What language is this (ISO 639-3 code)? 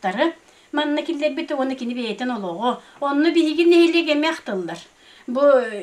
sah